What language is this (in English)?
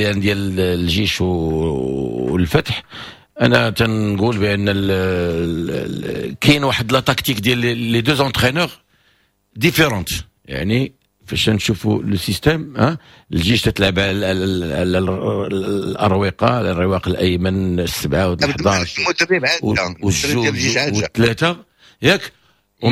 Moroccan Arabic